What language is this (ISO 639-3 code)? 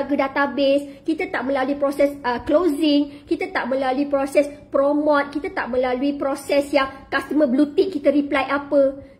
msa